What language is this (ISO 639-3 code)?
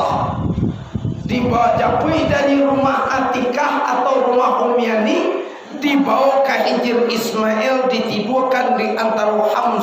min